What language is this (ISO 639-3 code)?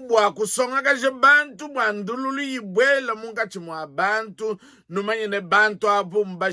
lua